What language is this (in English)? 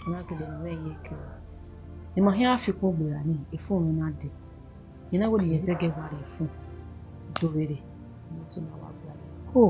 Bini